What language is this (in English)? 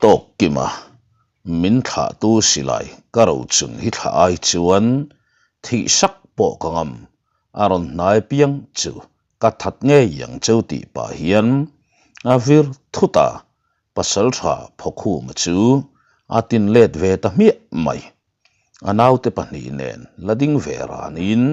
Mizo